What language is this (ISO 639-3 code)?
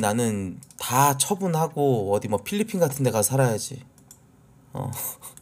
kor